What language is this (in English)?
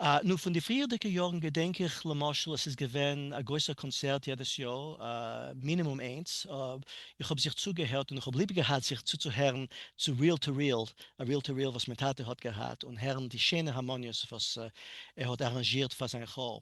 Yiddish